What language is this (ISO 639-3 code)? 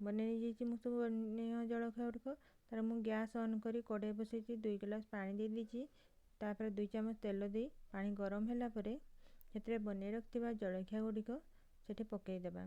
ori